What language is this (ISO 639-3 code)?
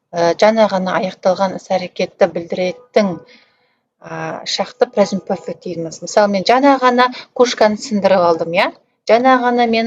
kaz